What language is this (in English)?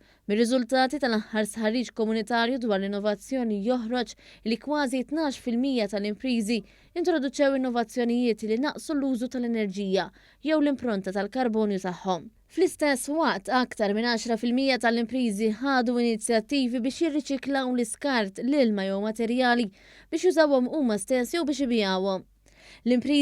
Maltese